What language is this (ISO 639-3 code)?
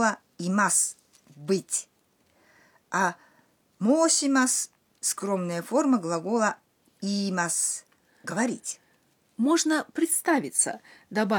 rus